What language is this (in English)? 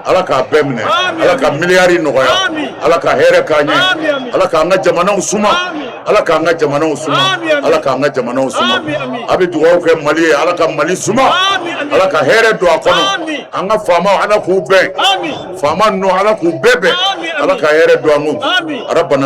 Bambara